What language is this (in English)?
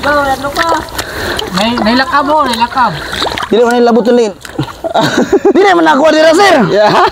Cebuano